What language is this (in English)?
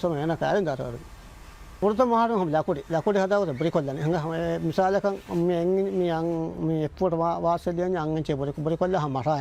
Divehi